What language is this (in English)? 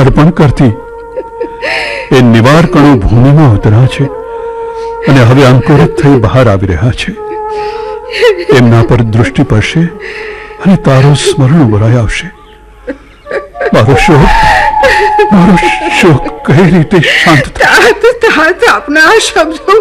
Gujarati